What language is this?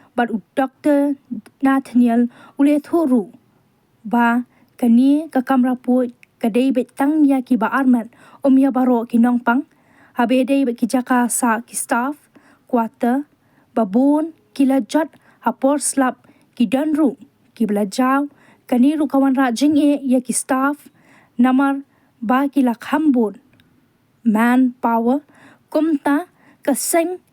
Khasi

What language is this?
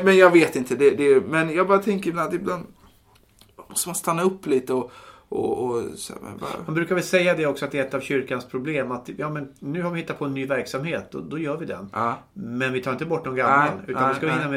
Swedish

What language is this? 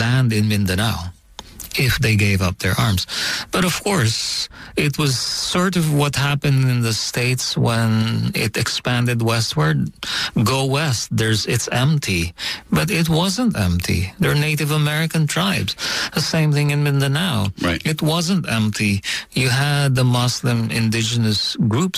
English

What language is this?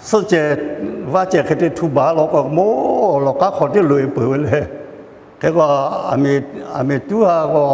Lahu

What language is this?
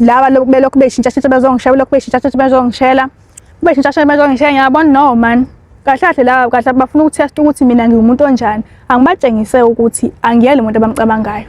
Zulu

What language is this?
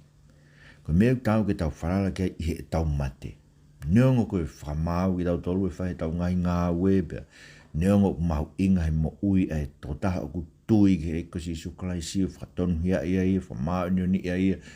Tongan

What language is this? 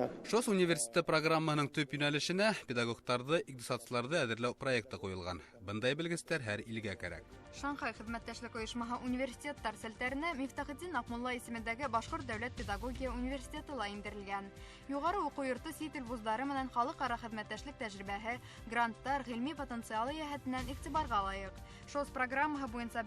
Bashkir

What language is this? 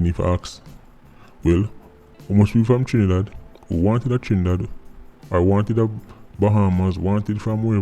Jamaican Creole English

